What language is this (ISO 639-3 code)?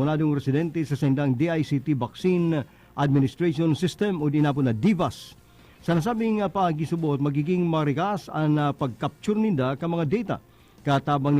bik